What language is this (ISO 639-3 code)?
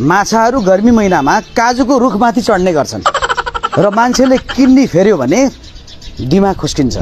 nep